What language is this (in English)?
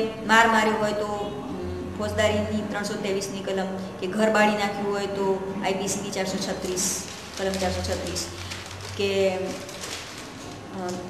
Gujarati